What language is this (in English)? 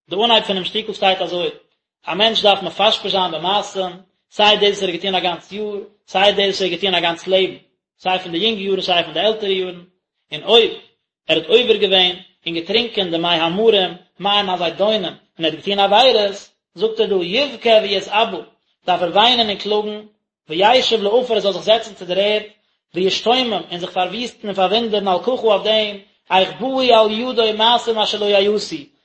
Yiddish